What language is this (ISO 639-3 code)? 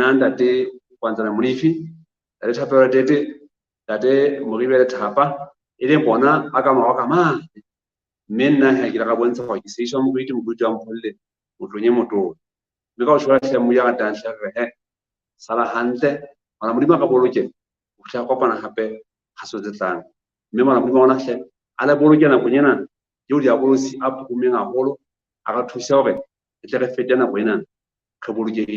sot